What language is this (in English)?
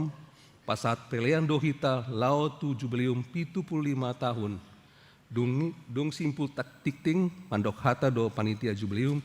Batak Toba